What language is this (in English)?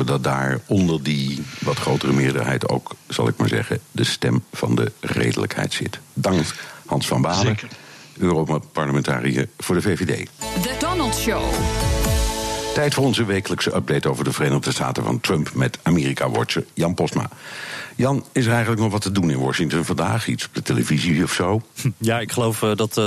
Dutch